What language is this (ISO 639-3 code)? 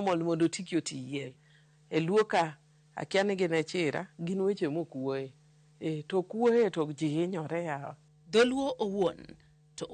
luo